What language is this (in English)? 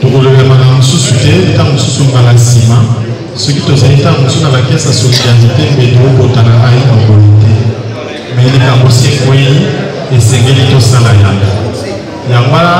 Lingala